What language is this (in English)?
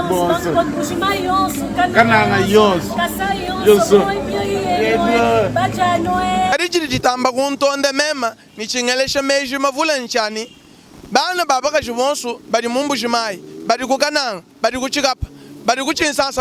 Luba-Lulua